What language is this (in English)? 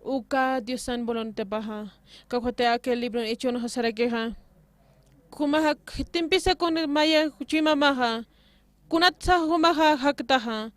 Aymara